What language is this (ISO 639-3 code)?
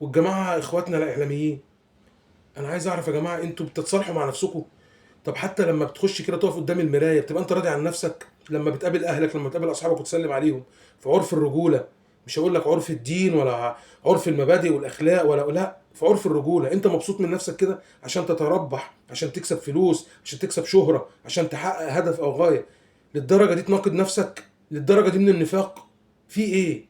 arz